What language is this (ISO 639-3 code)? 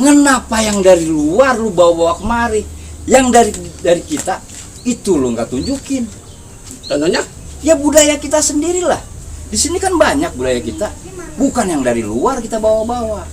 bew